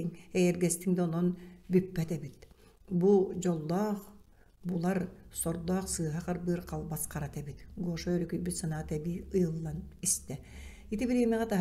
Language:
Yakut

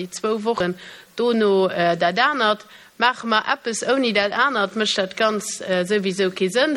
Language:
Luxembourgish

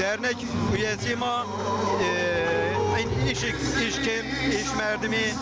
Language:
Zaza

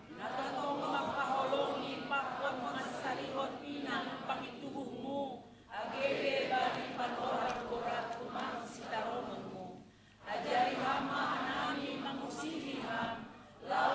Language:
Batak Simalungun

